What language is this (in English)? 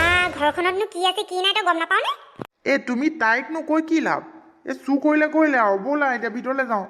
Assamese